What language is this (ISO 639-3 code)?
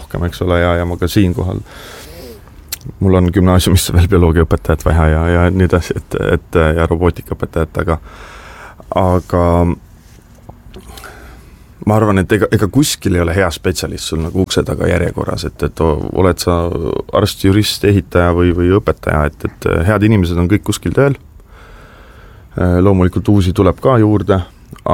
est